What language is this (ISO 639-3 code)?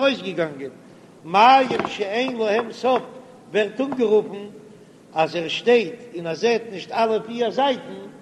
yid